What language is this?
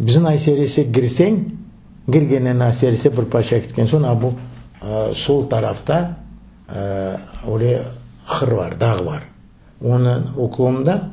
Crimean Tatar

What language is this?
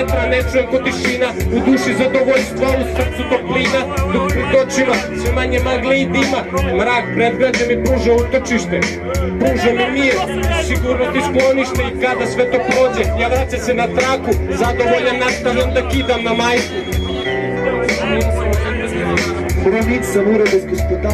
Serbian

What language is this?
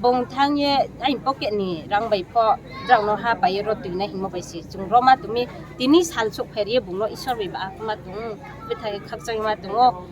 Riang (India)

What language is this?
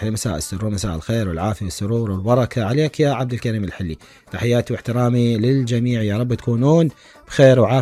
Mesopotamian Arabic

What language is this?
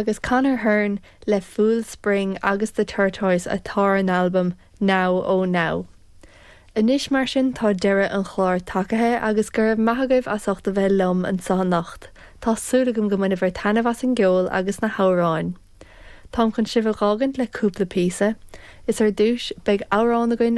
Irish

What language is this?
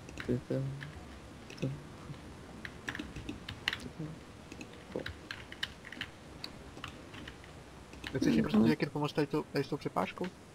Czech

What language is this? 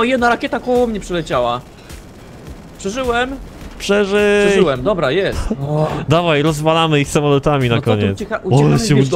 Polish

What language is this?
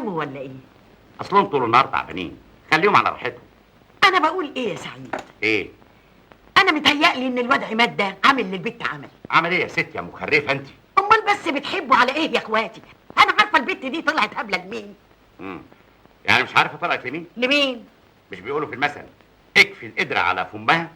Egyptian Arabic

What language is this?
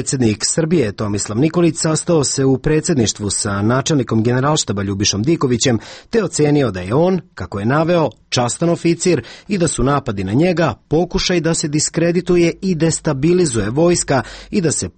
Serbian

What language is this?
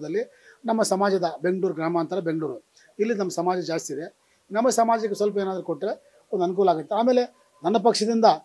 Kannada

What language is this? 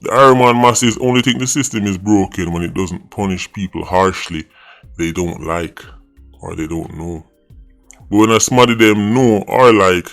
Jamaican Creole English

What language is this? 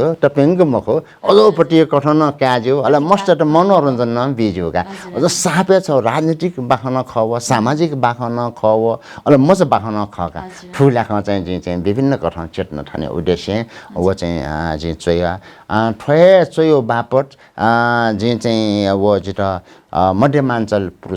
Newari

